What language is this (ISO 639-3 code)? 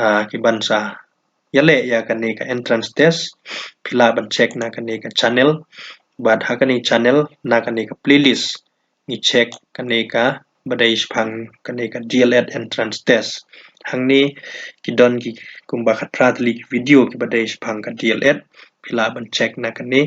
kha